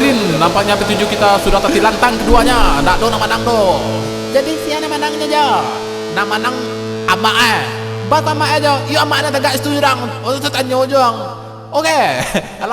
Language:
Minangkabau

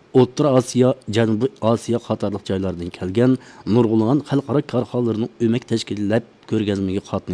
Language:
Uyghur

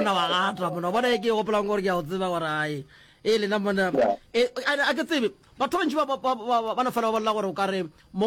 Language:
Northern Sotho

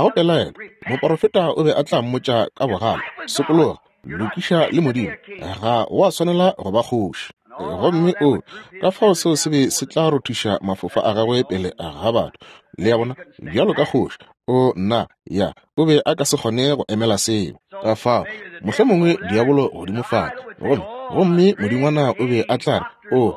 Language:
Northern Sotho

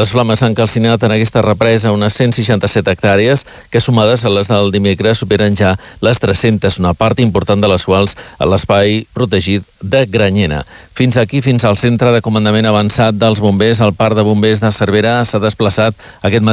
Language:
Catalan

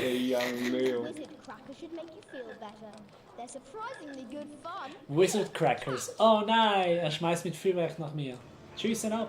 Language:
Swiss German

